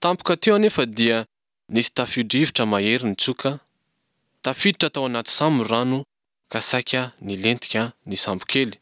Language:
Malagasy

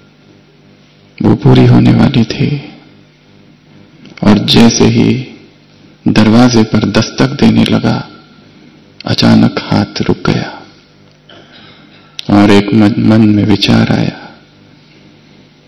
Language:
Hindi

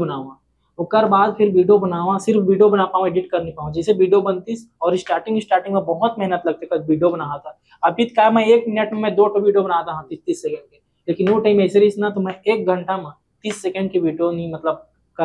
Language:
Chhattisgarhi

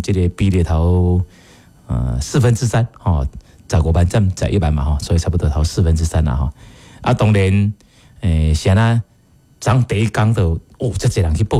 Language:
Min Nan Chinese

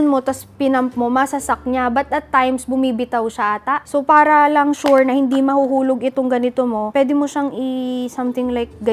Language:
Filipino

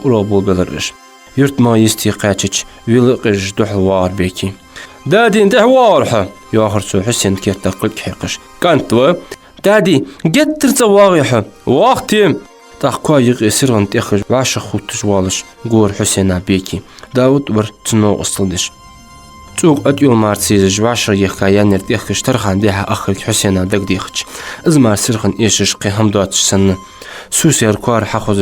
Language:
Ingush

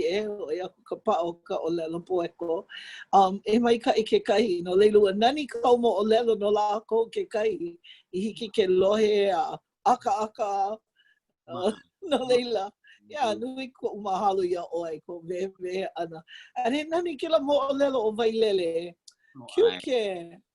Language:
Hawaiian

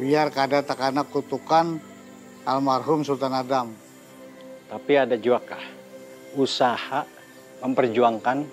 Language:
Banjar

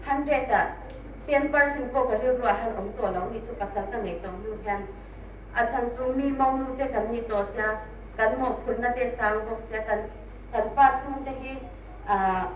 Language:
Hmar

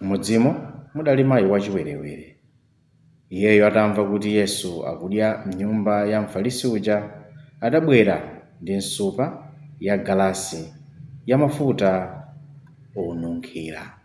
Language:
Nyanja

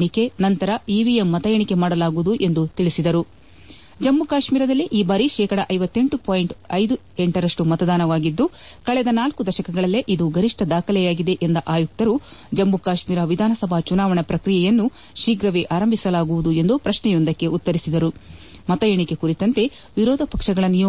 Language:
Kannada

